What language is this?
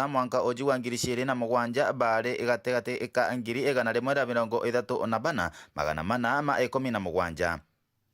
Meru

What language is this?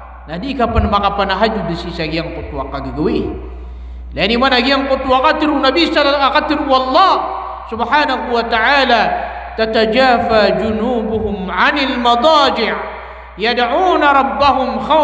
Maranao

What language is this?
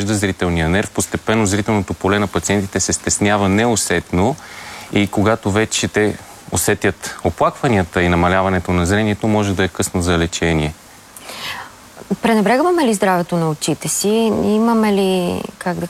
Bulgarian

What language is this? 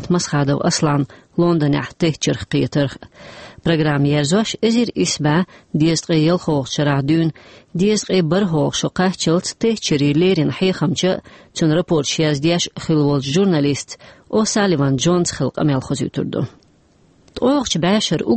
Chechen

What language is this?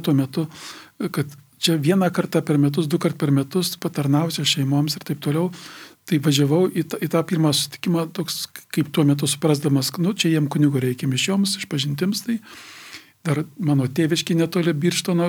Lithuanian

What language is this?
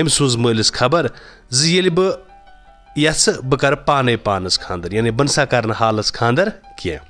Kashmiri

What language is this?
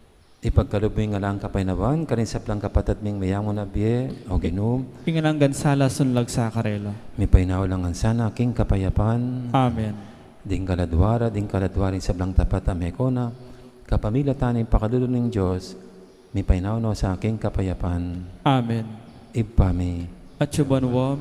Pampanga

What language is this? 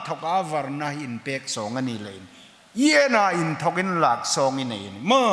Hmar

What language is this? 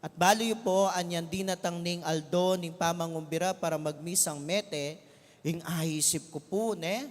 Pampanga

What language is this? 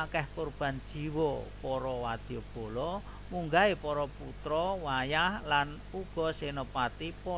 Javanese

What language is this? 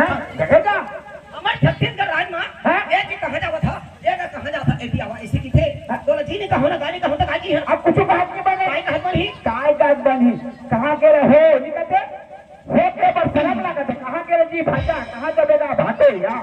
Chhattisgarhi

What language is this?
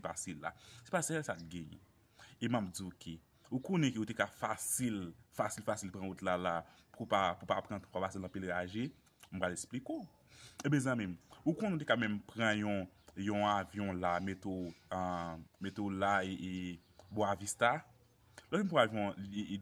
Haitian Creole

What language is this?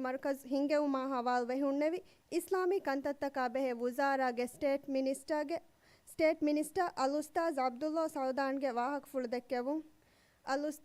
Divehi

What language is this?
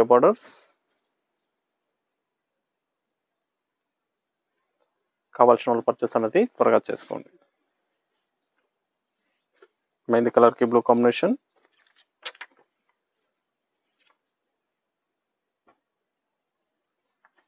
Telugu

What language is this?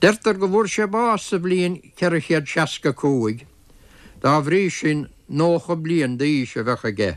Irish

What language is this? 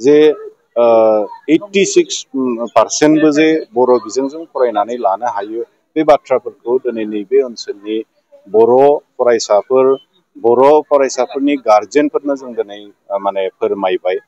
Bodo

